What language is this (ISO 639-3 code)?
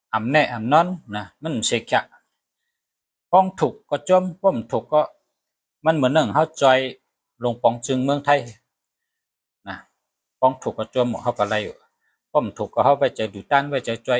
shn